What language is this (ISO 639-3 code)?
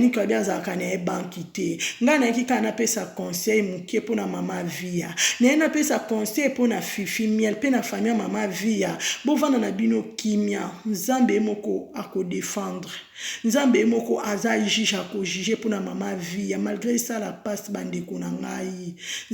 lin